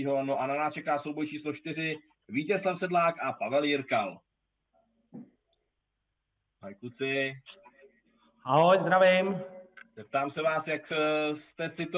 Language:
Czech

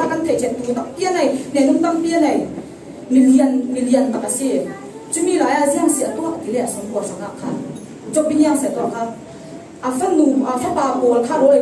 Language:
Falam Chin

